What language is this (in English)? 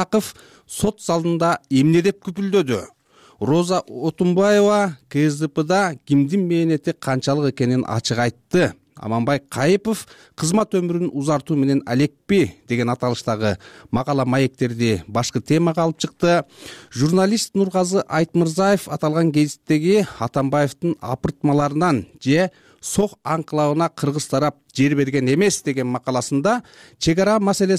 Kyrgyz